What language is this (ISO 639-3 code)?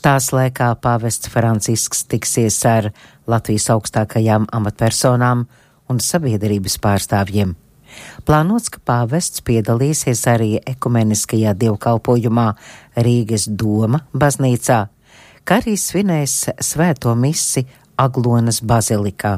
lav